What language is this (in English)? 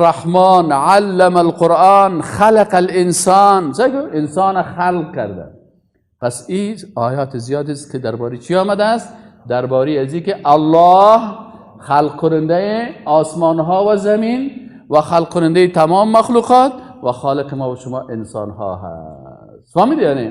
Persian